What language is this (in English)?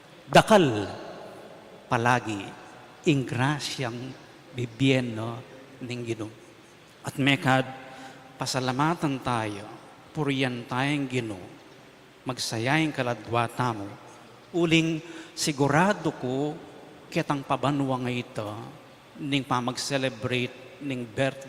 Pampanga